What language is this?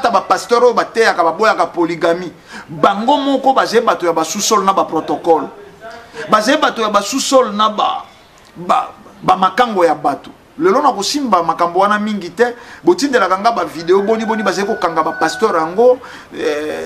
Lingala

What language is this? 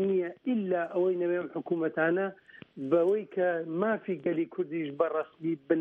Central Kurdish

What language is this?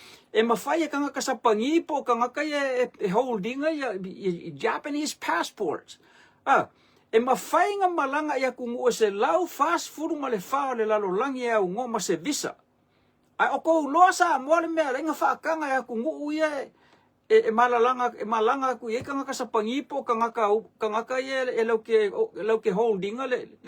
Samoan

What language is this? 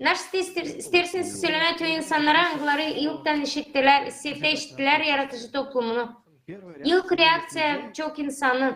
Gagauz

